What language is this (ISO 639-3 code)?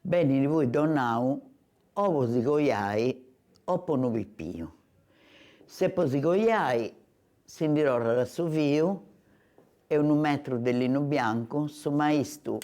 srd